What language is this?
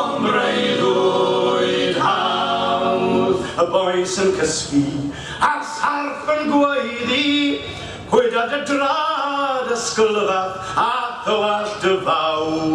Welsh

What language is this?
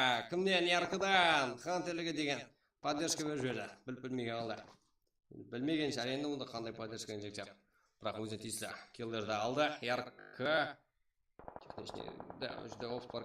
Kara-Kalpak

